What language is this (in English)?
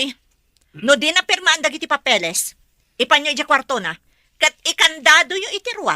Iloko